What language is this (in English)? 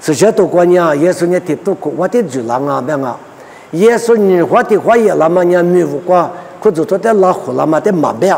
Lisu